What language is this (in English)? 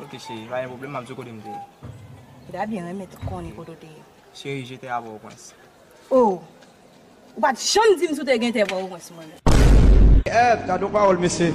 Haitian Creole